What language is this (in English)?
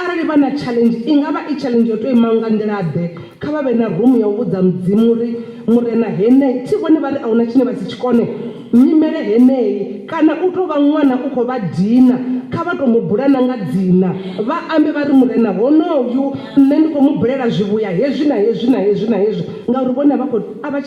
Venda